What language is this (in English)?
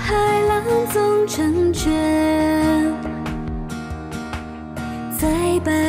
Chinese